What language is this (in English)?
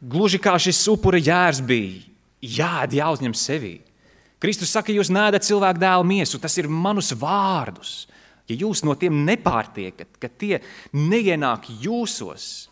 Latvian